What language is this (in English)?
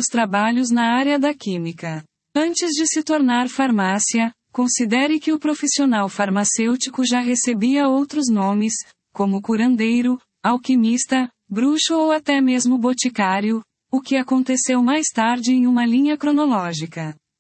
Portuguese